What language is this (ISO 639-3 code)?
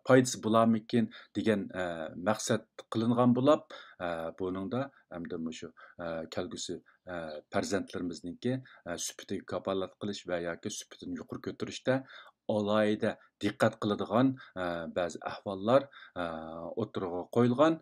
uig